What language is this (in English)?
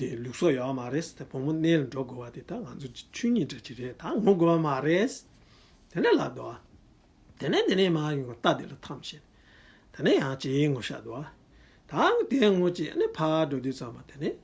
Tibetan